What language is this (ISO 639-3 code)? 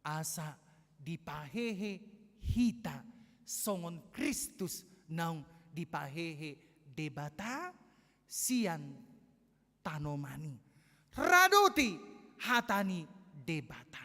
bbc